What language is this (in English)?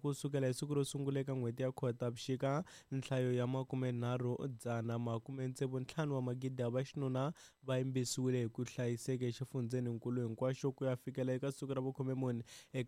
Tsonga